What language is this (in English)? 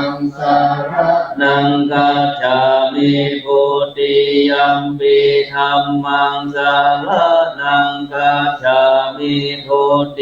Pali